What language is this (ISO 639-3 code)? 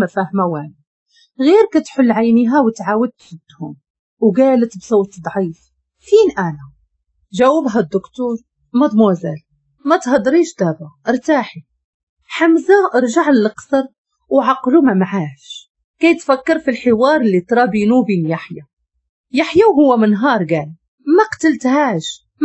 ary